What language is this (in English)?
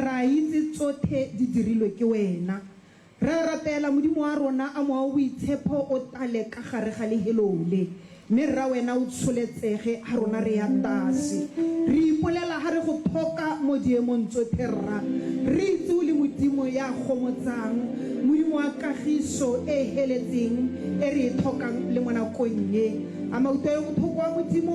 Tswana